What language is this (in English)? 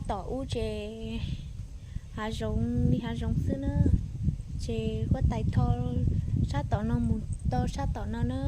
Hmong